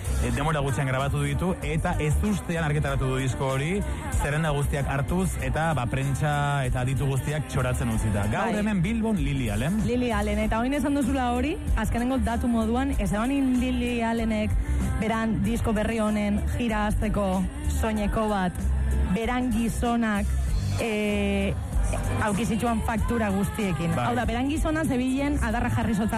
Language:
Basque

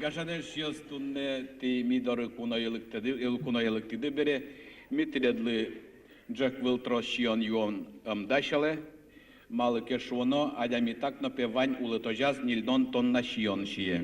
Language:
Udmurt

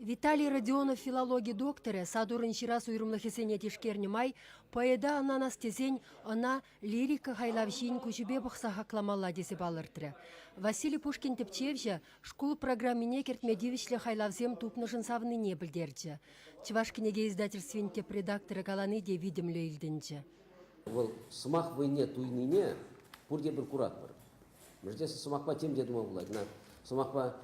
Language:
Chuvash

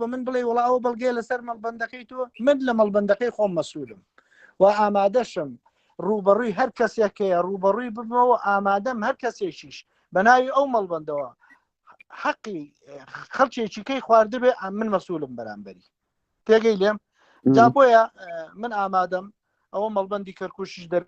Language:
Central Kurdish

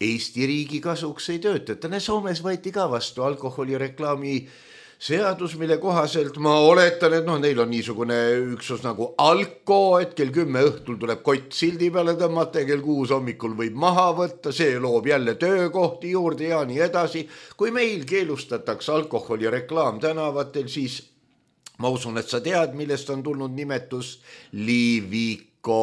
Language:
Estonian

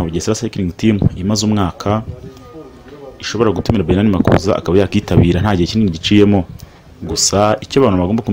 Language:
Kinyarwanda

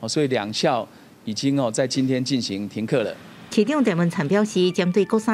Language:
Chinese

